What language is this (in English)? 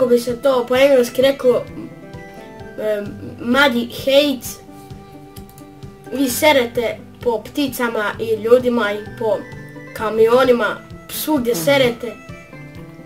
Croatian